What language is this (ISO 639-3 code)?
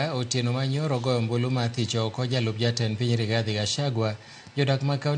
luo